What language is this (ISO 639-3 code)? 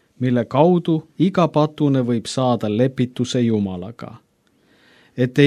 est